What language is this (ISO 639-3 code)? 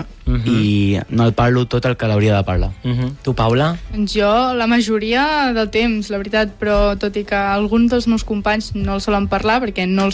cat